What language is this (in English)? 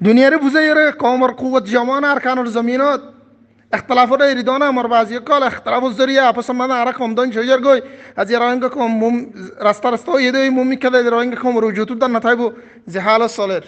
Rohingya